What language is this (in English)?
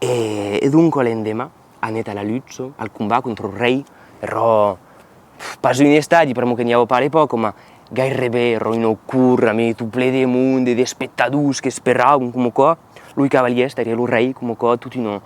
Occitan